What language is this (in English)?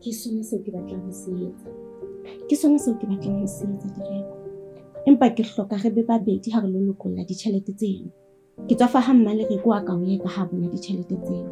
Southern Sotho